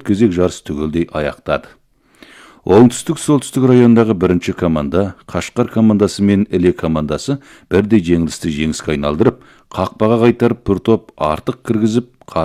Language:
Kazakh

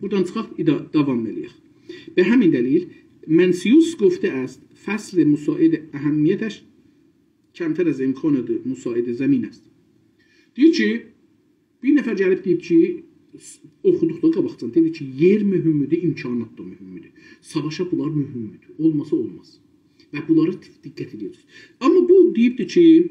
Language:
South Azerbaijani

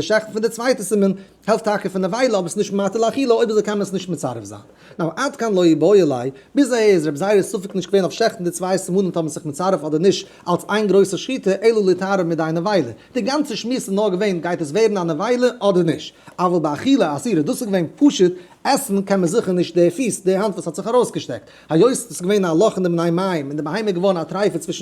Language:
Yiddish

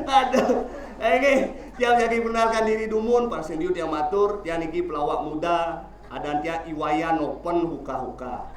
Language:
Balinese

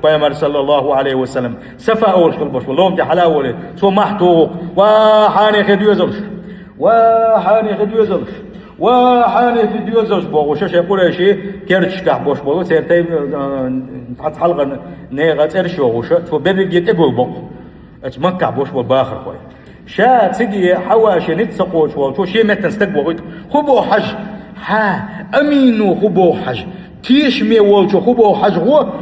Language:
Chechen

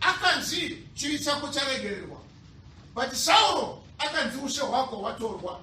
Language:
Shona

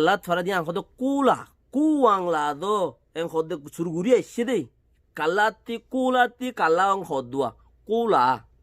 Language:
Rohingya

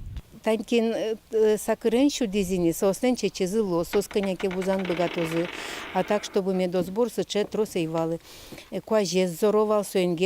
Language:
Udmurt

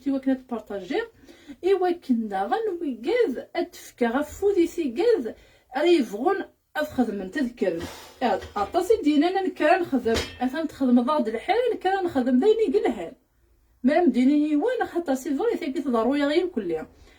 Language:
Kabyle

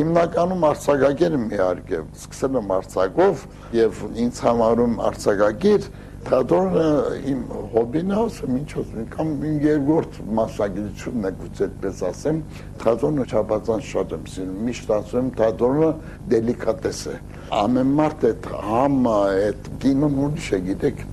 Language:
Armenian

